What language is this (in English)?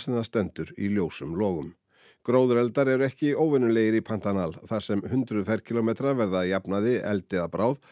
Icelandic